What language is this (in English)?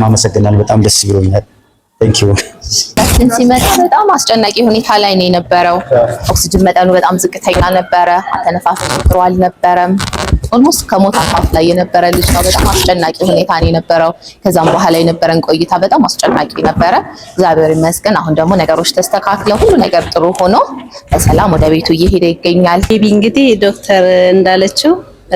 Amharic